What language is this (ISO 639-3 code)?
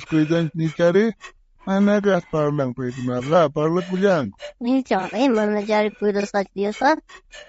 quh